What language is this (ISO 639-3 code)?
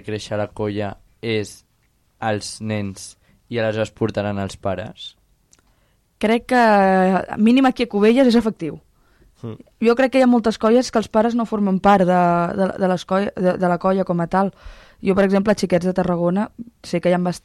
cat